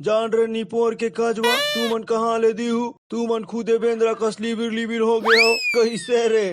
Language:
Chhattisgarhi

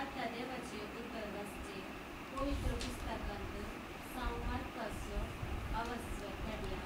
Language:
Konkani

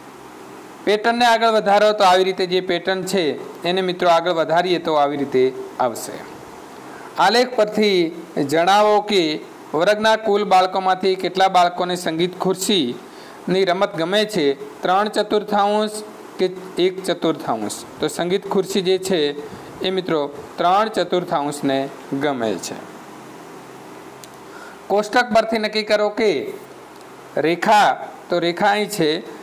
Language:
Gujarati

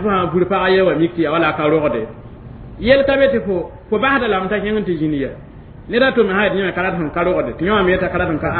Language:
Mossi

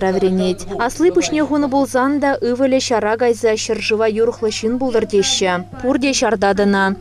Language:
Chuvash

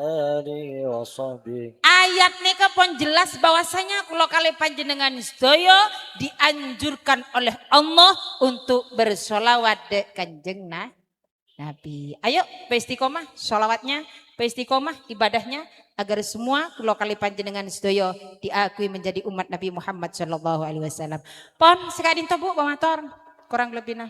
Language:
Madurese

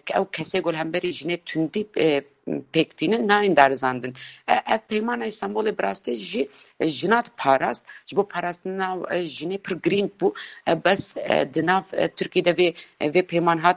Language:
Kurdish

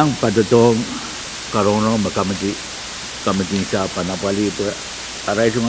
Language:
Pohnpeian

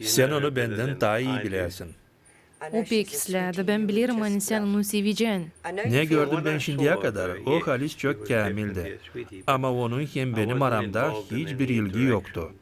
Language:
Gagauz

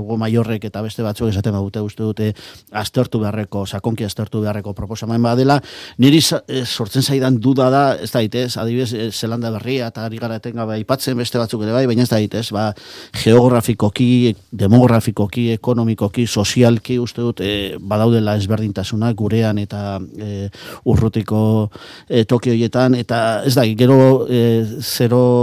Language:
Basque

